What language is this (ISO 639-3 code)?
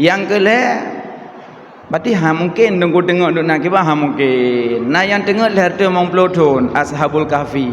ace